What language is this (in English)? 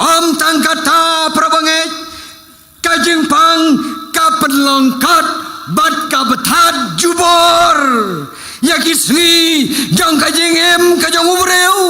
Khasi